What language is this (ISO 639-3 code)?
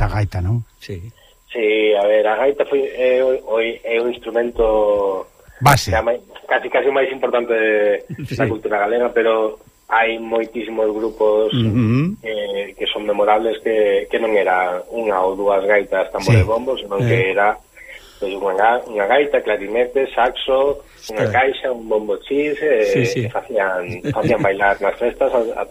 glg